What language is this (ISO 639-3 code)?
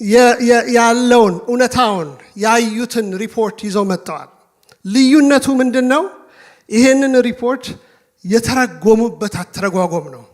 amh